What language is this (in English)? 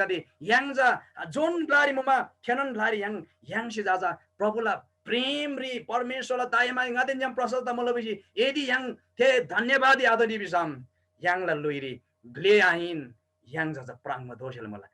Eastern Tamang